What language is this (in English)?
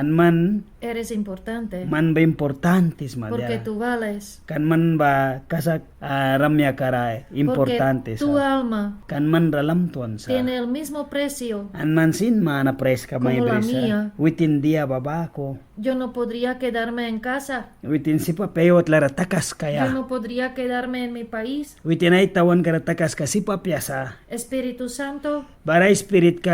Mískito